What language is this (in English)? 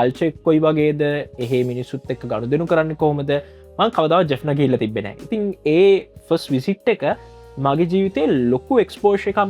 Sinhala